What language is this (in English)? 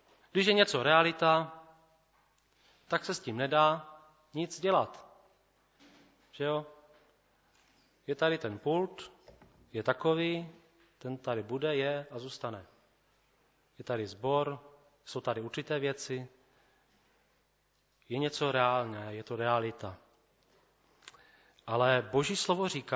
Czech